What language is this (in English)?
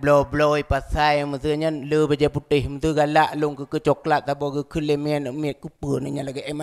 Achinese